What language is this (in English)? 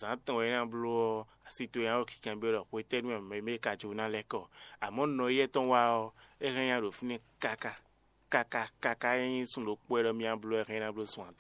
Fon